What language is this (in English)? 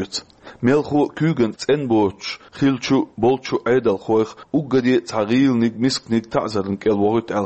Chechen